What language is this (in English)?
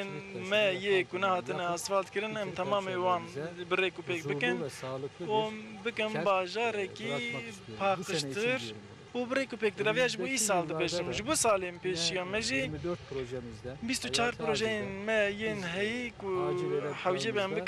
Kurdish